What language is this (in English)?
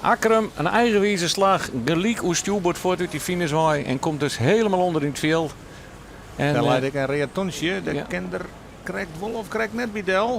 Western Frisian